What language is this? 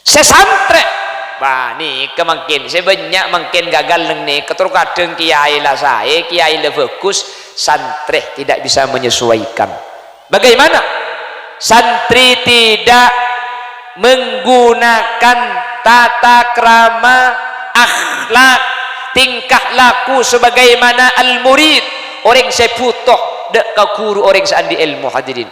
Madurese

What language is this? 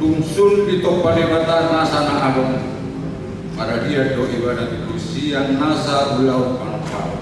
Batak Toba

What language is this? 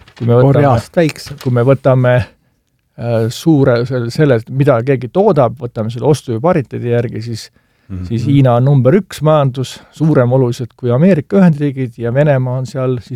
Estonian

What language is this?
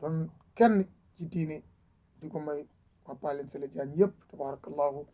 Wolof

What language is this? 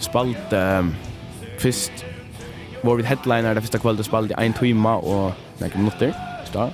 Faroese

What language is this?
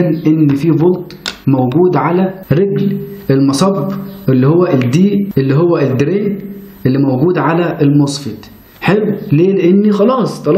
Egyptian Arabic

